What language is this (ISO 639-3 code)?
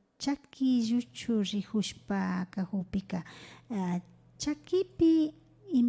qvi